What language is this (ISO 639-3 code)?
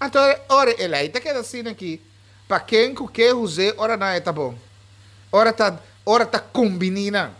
pap